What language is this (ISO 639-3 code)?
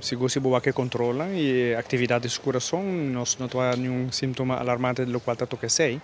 pap